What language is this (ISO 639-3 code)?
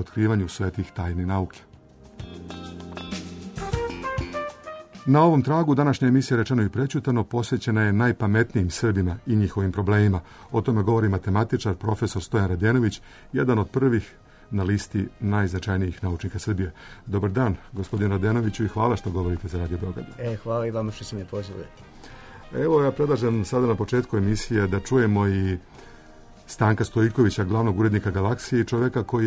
srp